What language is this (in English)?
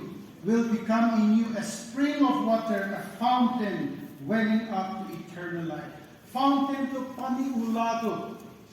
Naga Pidgin